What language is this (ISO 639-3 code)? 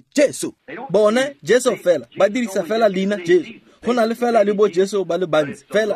tsn